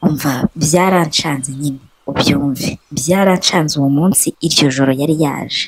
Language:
Kinyarwanda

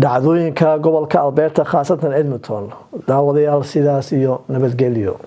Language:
Somali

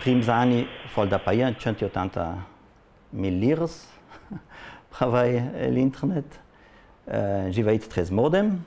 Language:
Ladin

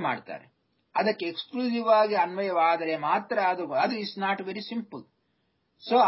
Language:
Kannada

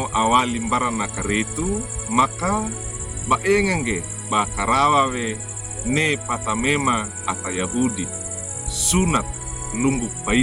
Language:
Wejewa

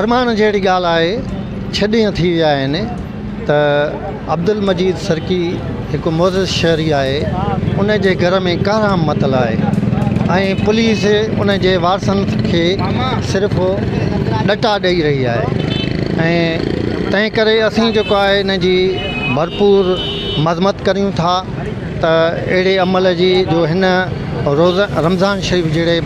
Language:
Sindhi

